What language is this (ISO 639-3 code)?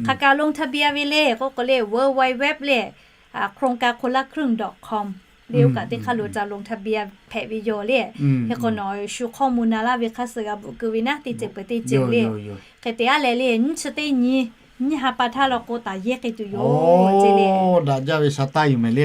lhu